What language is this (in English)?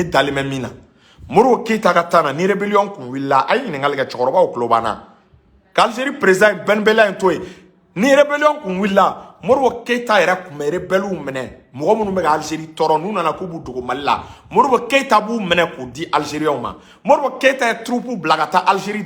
Bambara